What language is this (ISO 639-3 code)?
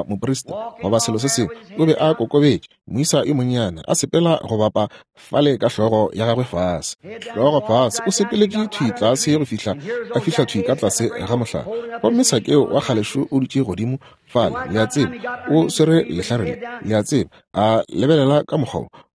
nso